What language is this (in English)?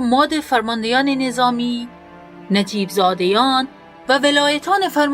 Gilaki